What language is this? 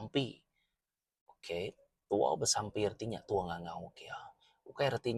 Iban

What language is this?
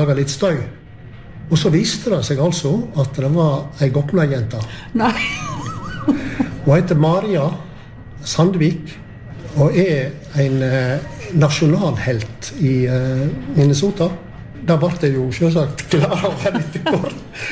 Norwegian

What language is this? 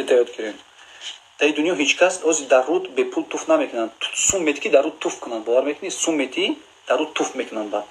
Tajik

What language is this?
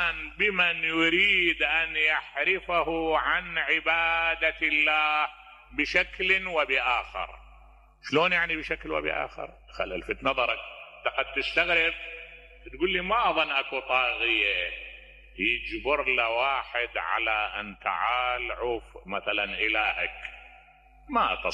Mesopotamian Arabic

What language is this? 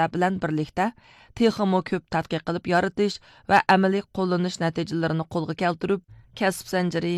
Uyghur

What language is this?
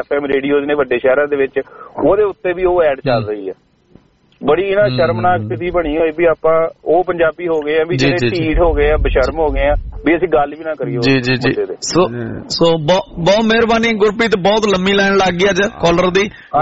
Punjabi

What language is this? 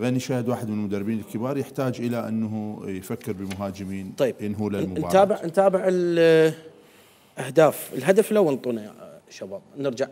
Mesopotamian Arabic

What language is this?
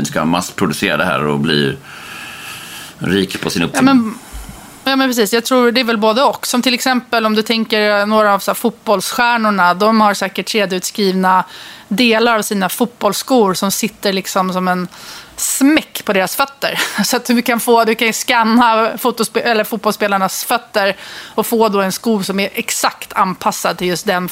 Swedish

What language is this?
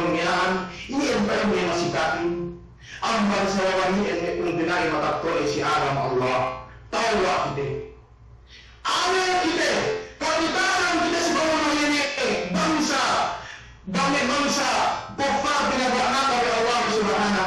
Yakan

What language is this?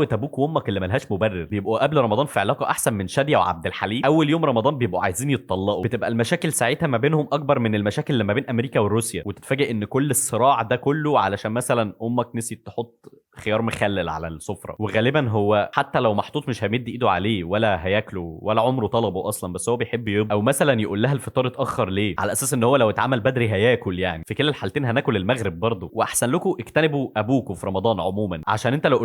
Egyptian Arabic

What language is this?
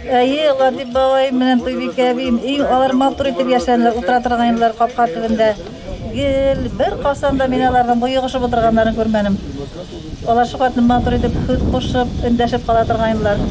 Bashkir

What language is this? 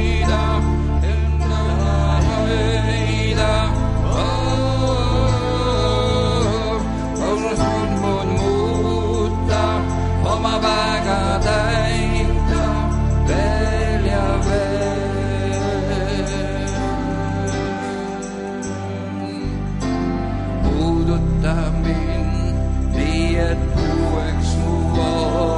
Estonian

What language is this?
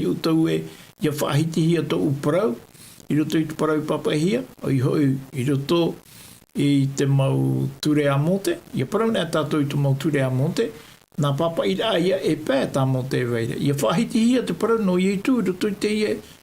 Tahitian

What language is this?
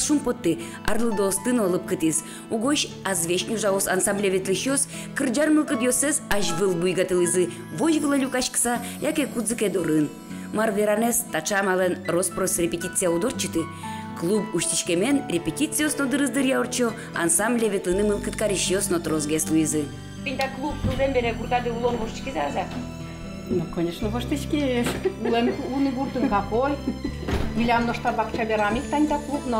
Udmurt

